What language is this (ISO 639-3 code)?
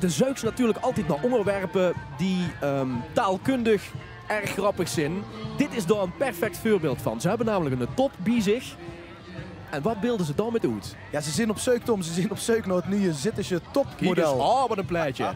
lim